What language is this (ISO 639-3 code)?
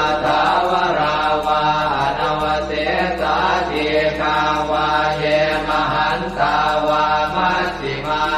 pli